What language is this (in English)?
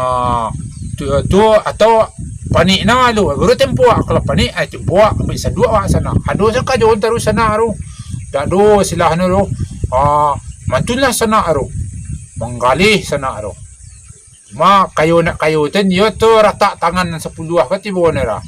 Minangkabau